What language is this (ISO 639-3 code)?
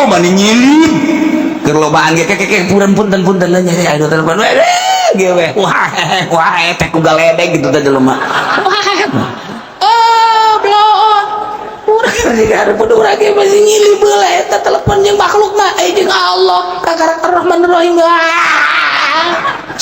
sun